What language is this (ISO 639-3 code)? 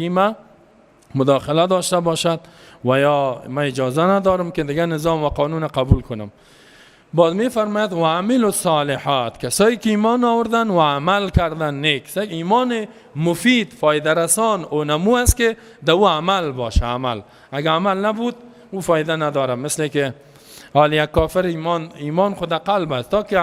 fas